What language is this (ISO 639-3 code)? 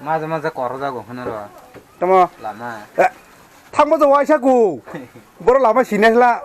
trp